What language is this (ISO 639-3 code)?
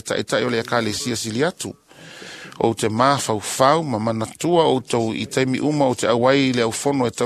smo